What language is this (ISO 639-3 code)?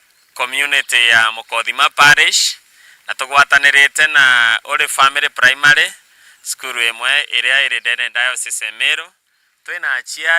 mer